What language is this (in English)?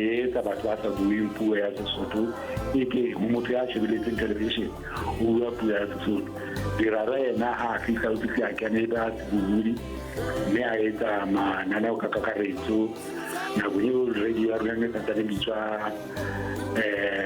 Southern Sotho